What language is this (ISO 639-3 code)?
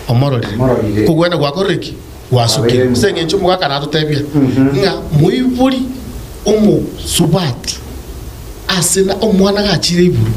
guz